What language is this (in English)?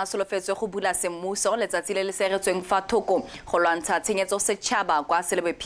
Tswana